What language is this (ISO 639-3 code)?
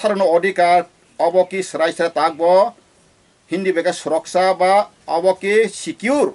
trp